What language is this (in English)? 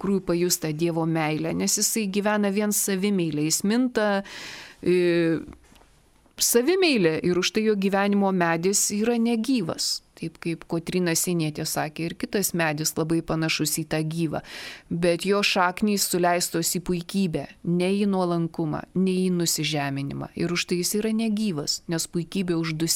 Lithuanian